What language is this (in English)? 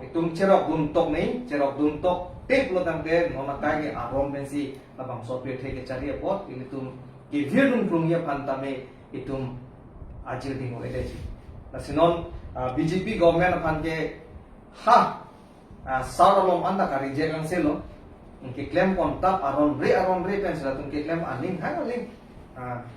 Karbi